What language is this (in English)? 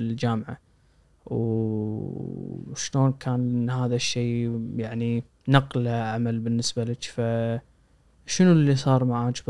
Gulf Arabic